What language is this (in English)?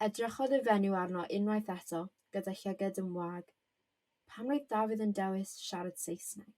Welsh